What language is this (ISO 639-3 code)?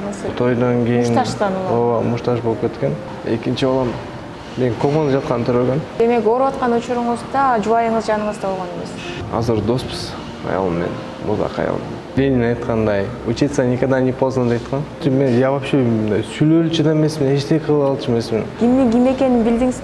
kir